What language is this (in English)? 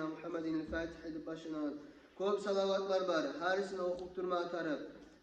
Kumyk